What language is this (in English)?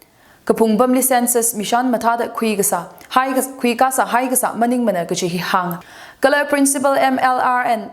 Tangkhul Naga (India)